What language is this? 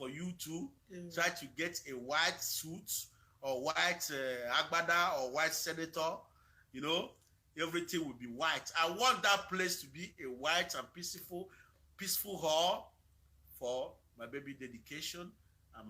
Nigerian Pidgin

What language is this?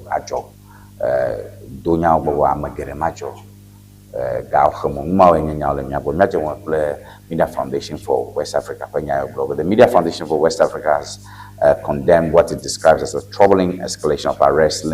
Ewe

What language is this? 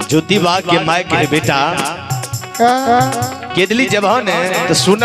Maithili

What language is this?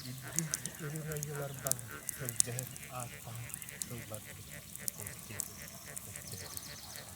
Yakut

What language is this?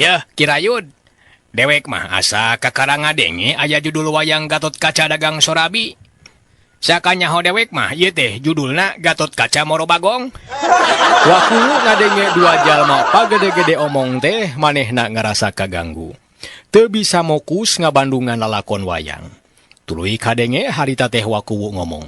Sundanese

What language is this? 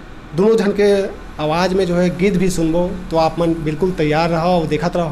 Chhattisgarhi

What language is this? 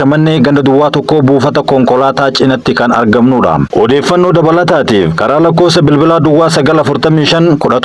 Oromo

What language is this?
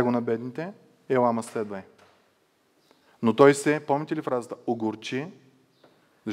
Bulgarian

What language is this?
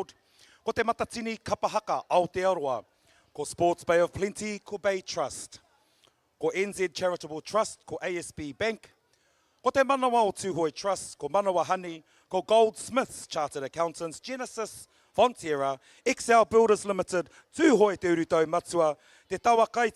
Māori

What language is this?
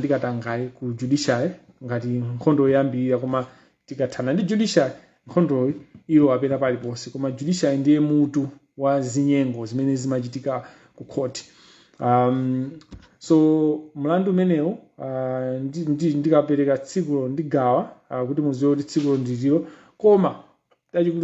Nyanja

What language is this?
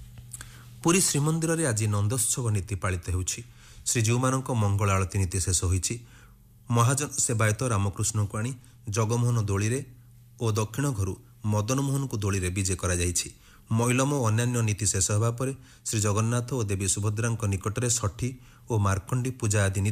Odia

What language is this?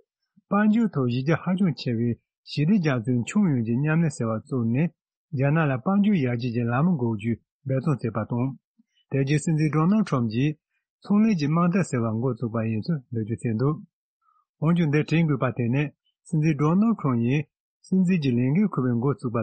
Tibetan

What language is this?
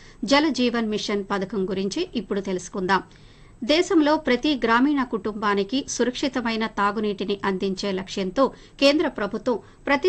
Telugu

